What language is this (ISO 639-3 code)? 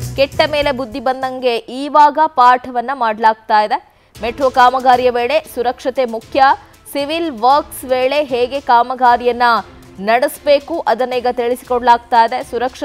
kan